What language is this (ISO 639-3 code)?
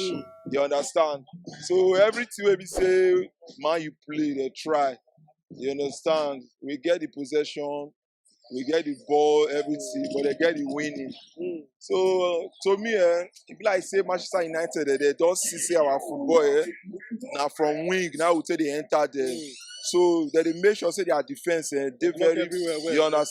pcm